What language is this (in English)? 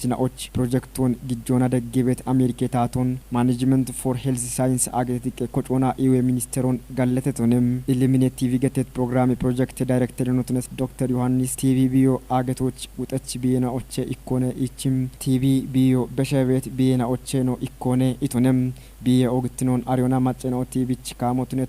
Kafa